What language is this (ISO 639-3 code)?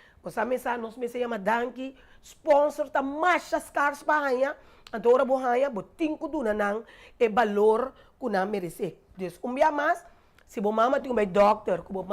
pap